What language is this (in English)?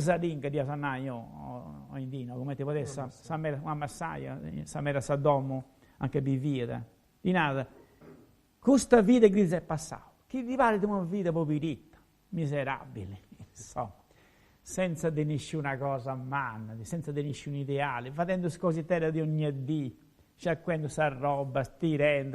Sardinian